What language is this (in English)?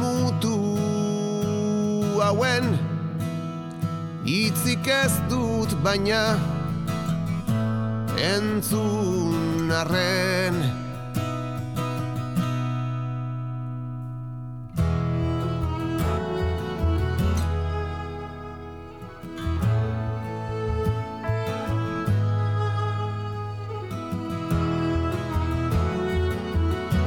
Basque